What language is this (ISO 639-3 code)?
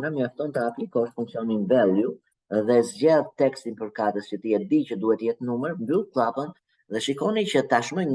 sqi